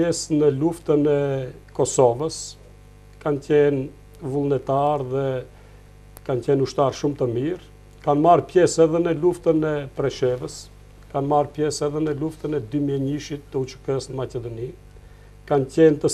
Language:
Albanian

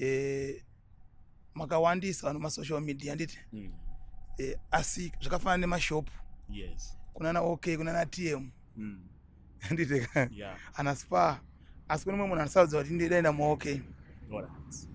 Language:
Shona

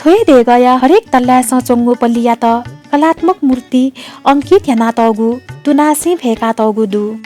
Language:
Newari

